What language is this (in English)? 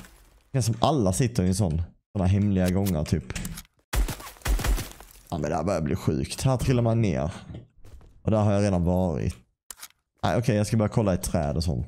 Swedish